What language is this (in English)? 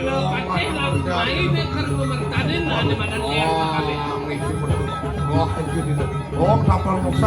Balinese